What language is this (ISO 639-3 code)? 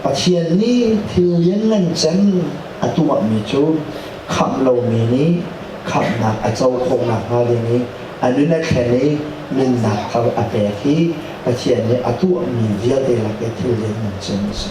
cnh